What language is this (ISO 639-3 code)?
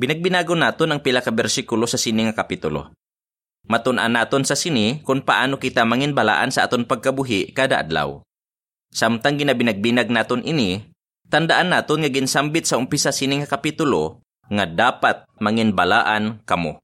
hil